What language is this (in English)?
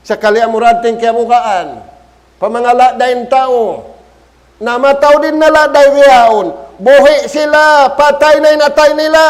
Tausug